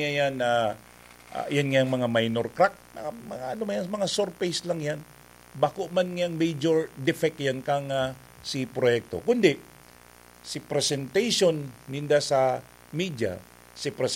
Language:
Bikol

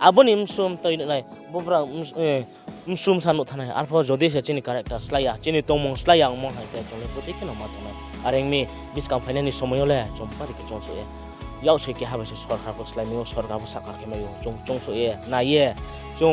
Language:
Riang (India)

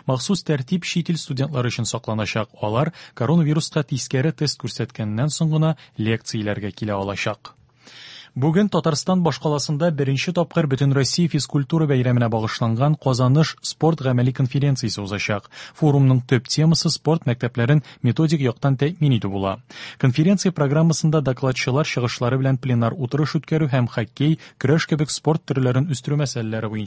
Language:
Tatar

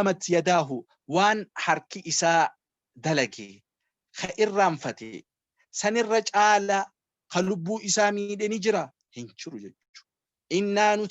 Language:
Oromo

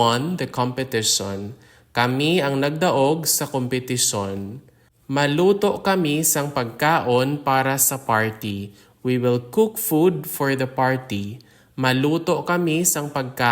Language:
Hiligaynon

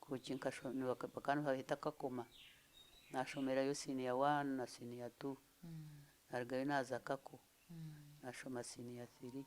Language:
Nyankole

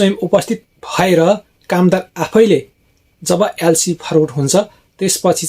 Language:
Nepali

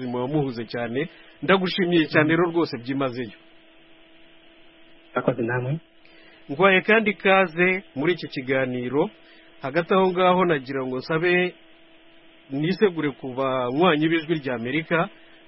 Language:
Kinyarwanda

